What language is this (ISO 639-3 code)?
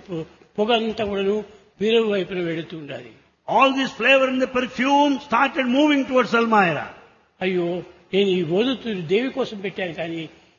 tel